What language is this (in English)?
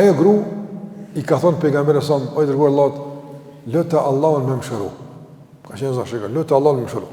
Albanian